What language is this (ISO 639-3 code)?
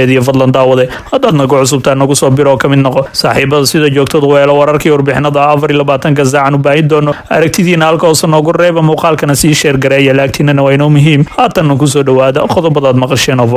som